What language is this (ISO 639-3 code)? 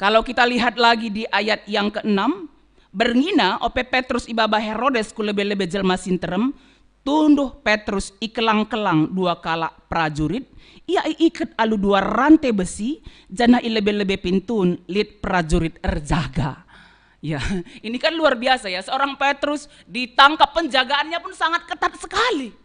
btx